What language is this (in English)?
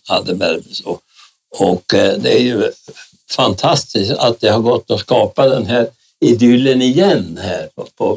Swedish